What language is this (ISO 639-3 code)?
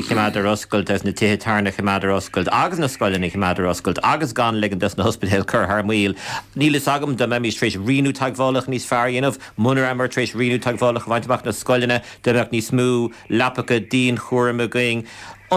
gle